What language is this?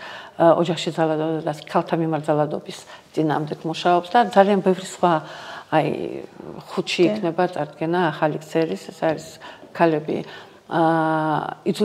Georgian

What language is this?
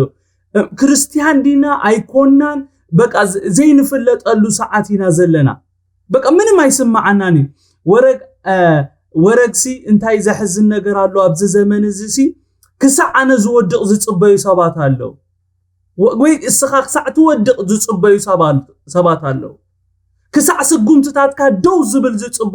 Tigrinya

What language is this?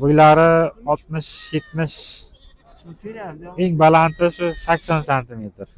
Uzbek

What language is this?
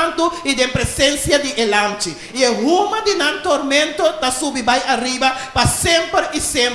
Papiamento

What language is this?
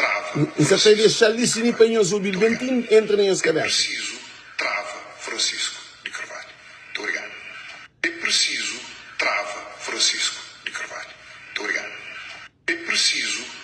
Kabuverdianu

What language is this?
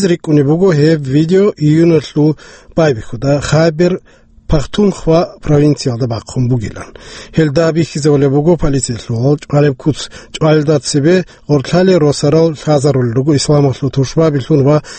Avaric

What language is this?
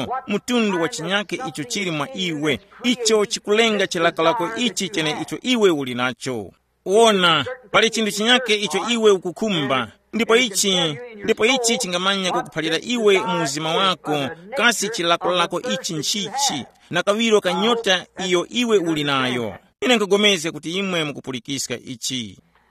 Tumbuka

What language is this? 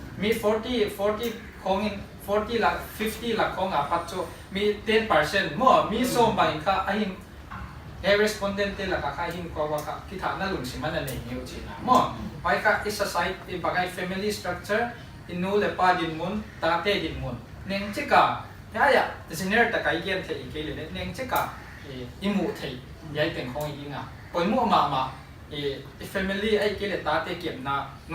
Paite Chin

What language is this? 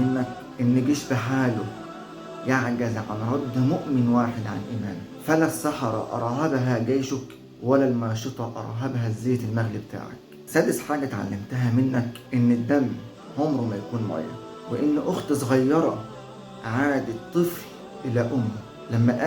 Egyptian Arabic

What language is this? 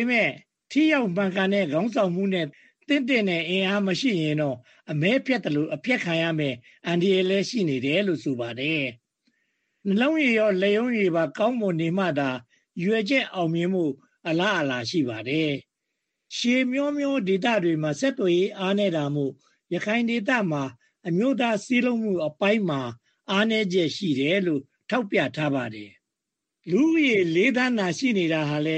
Burmese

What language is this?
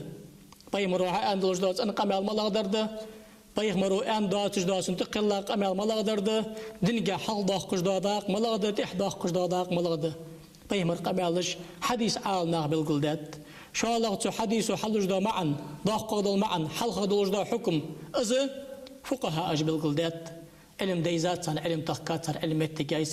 Ingush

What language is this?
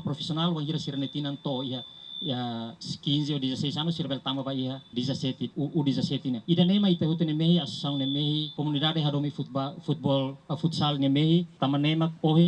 Tetum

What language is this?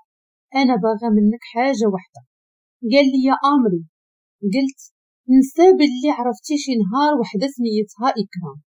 Moroccan Arabic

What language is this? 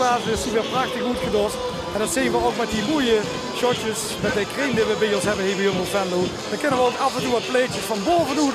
Limburgish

